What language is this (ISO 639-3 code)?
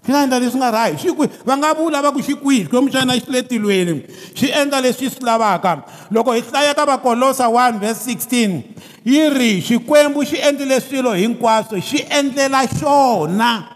tso